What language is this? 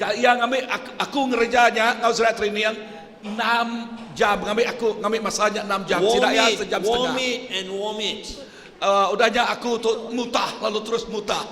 Iban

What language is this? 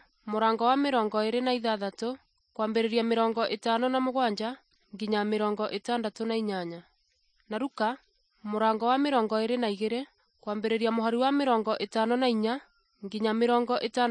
Kikuyu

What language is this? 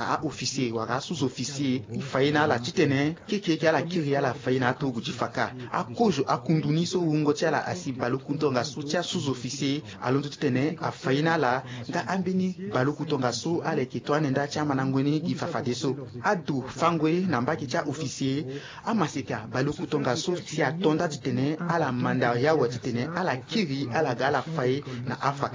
Sango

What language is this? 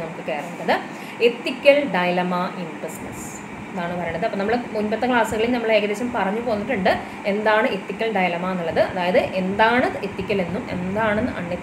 Malayalam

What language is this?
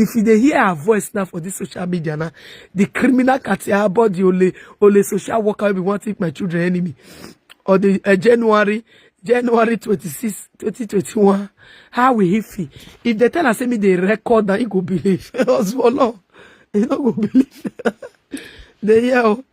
Nigerian Pidgin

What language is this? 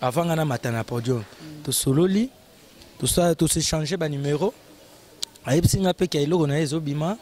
Lingala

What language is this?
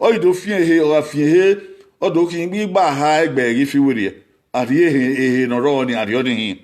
Bini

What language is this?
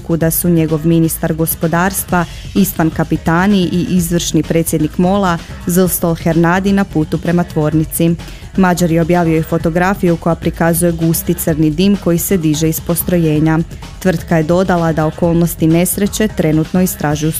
Croatian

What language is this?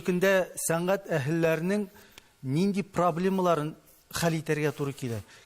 Tatar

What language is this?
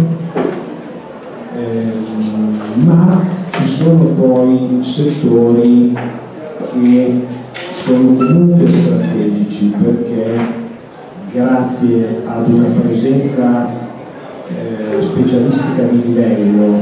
Italian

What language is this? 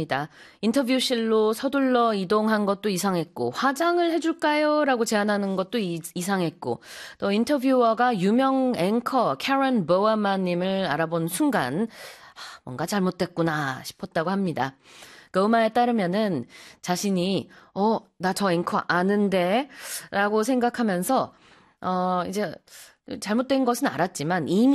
Korean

